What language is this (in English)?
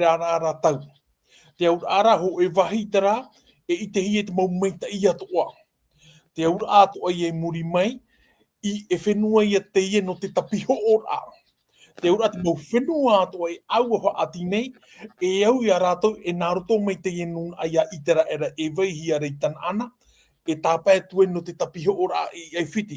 Tahitian